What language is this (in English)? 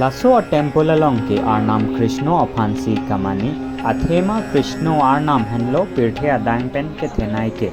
Karbi